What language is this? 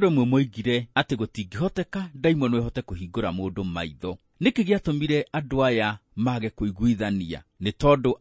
Kikuyu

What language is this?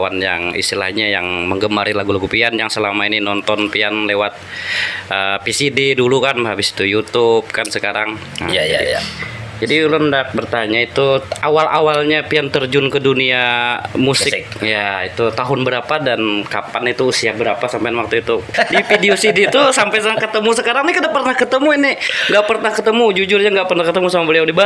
Banjar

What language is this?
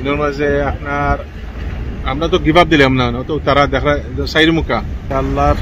Sylheti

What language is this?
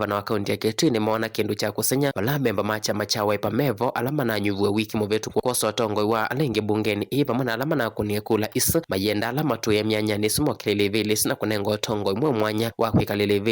Kamba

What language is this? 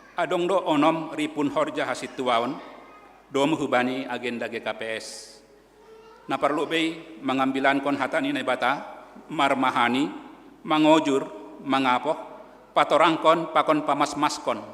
Batak Simalungun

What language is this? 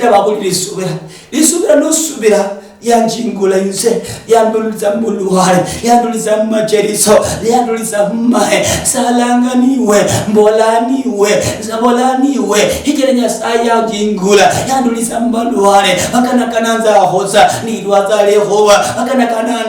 Luyia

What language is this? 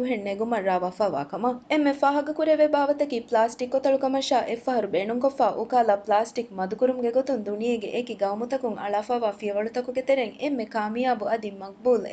Divehi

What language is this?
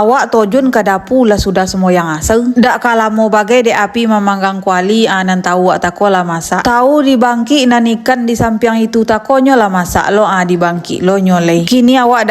Minangkabau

